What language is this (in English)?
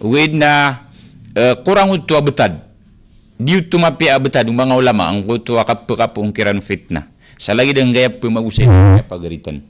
Maranao